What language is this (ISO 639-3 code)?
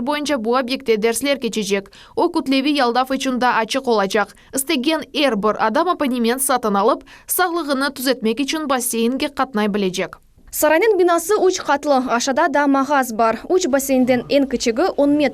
crh